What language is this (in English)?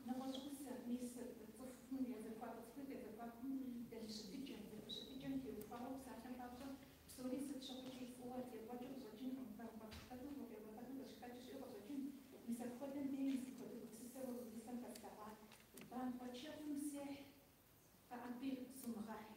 Kabardian